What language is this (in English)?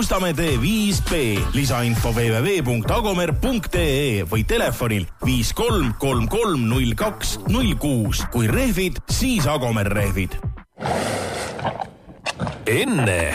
Estonian